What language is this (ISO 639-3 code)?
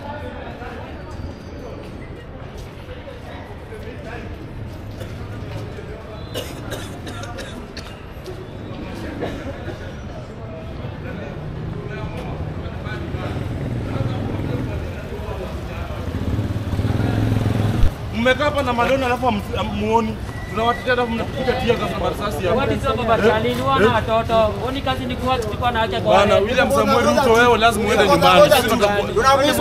swa